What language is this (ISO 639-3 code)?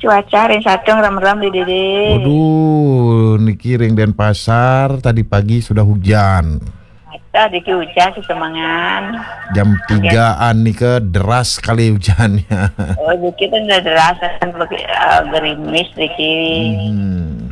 ban